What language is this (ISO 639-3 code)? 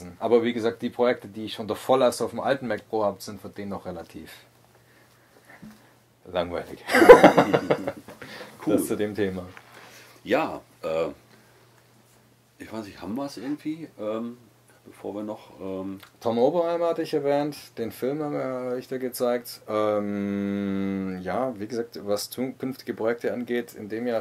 deu